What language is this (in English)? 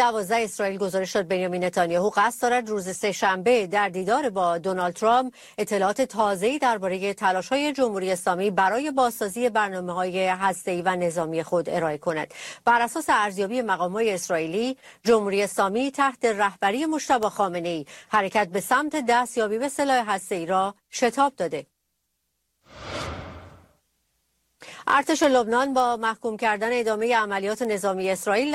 Persian